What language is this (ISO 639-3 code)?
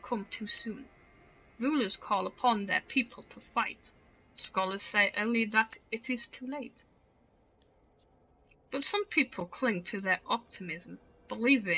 eng